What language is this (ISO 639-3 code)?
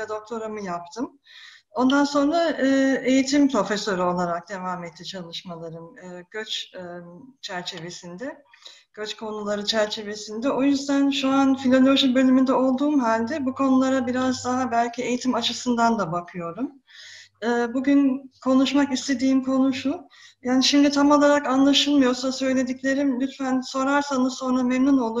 tur